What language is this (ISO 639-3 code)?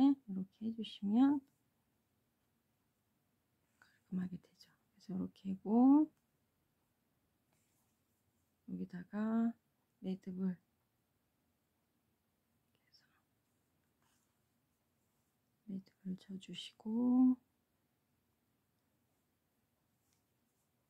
kor